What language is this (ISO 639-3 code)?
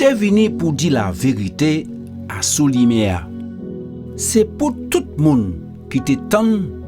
gcf